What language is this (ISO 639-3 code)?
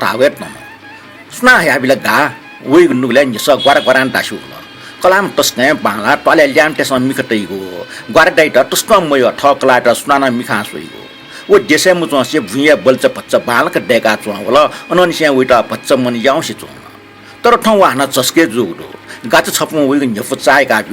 new